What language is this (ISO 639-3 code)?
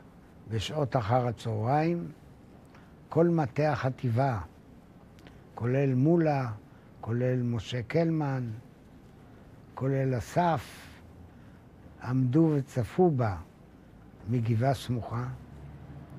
heb